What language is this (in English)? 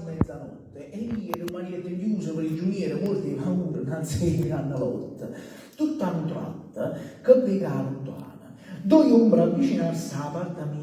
Neapolitan